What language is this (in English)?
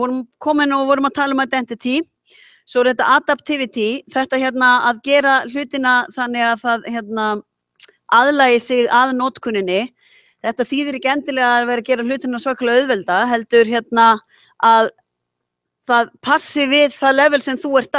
Icelandic